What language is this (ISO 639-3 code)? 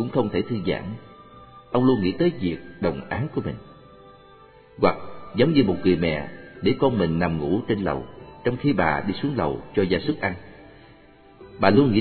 vie